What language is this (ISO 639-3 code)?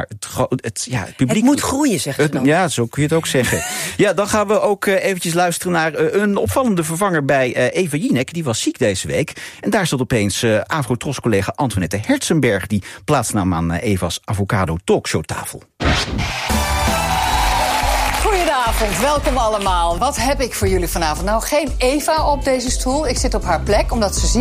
nld